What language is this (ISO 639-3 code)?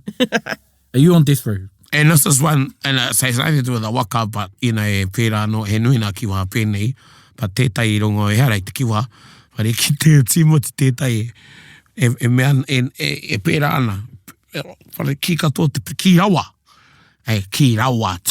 mri